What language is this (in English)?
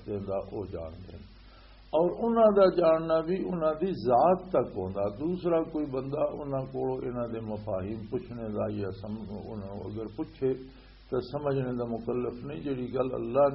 Western Panjabi